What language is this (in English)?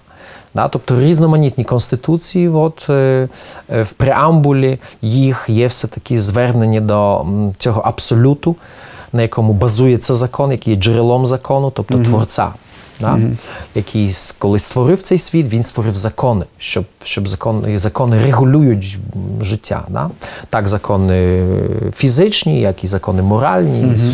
Ukrainian